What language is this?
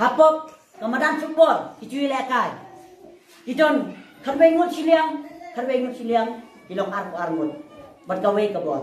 Khasi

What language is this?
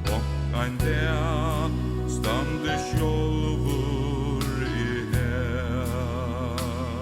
Faroese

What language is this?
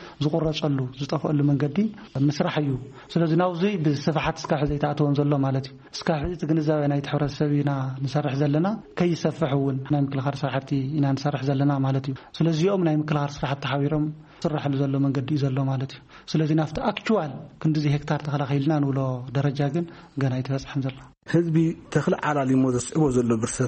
Tigrinya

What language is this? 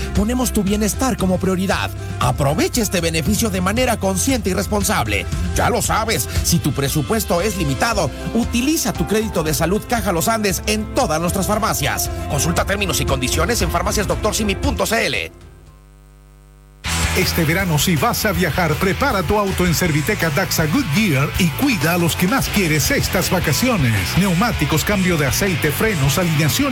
Spanish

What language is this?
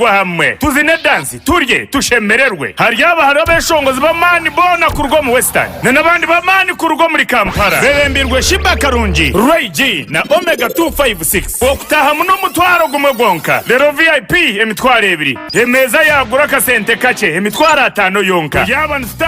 Nyankole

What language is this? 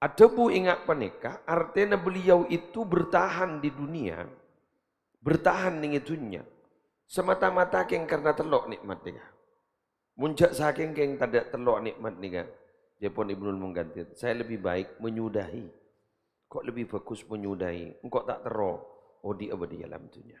Madurese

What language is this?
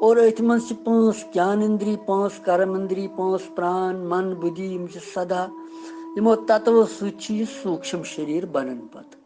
Kashmiri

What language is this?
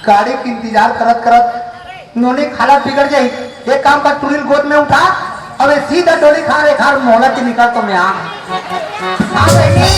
Chhattisgarhi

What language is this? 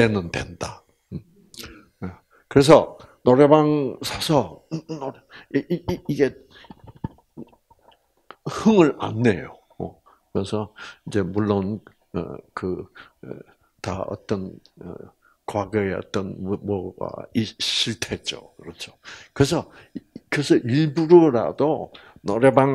Korean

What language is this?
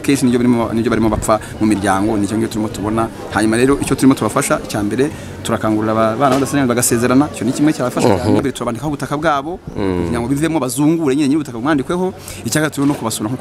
Kinyarwanda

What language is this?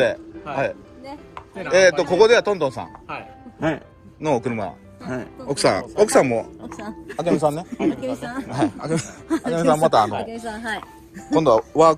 Japanese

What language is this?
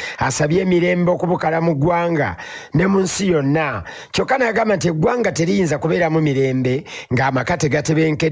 Ganda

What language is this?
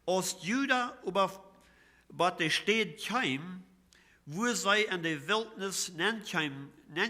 Plautdietsch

